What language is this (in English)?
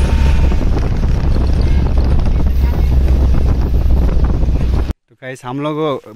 Hindi